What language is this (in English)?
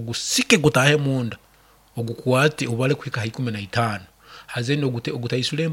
Nyankole